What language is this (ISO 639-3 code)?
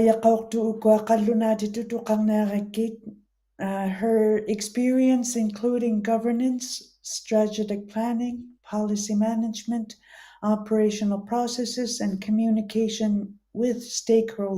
ikt